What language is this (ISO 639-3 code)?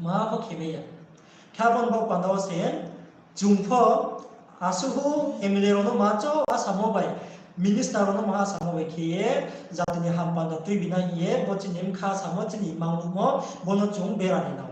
ria